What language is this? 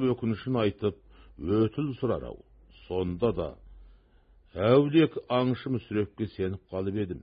Kazakh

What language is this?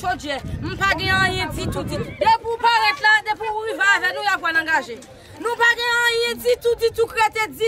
Haitian Creole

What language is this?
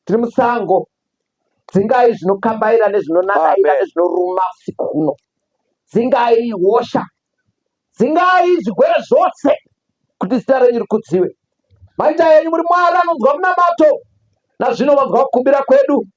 Shona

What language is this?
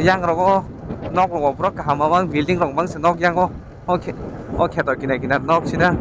Kok Borok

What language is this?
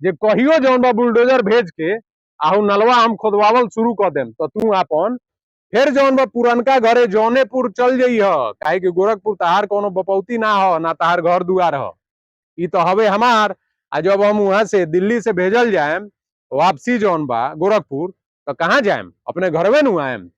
Bhojpuri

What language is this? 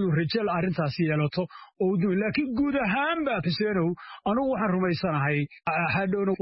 Somali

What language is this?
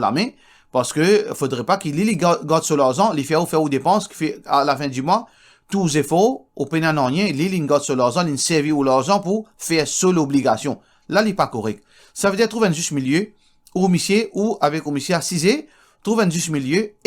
Morisyen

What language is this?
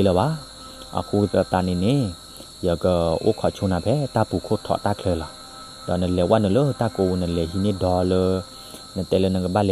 S'gaw Karen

